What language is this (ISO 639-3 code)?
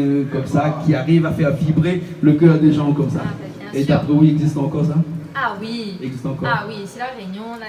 rcf